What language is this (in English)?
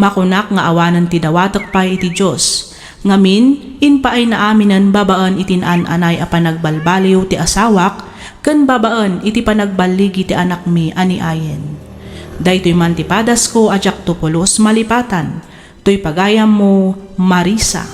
Iloko